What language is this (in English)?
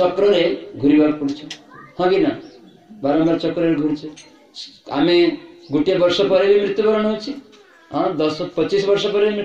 Odia